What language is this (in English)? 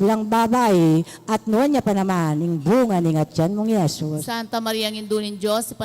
Pampanga